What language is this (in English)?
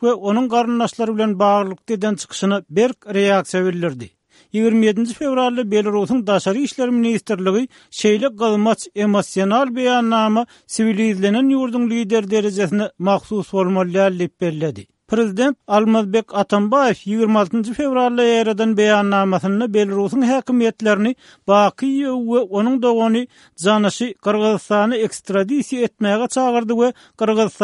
Turkmen